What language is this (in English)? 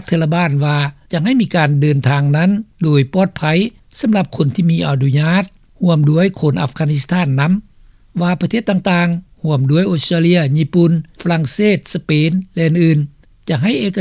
Lao